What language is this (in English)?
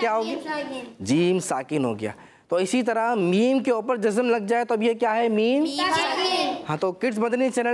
Urdu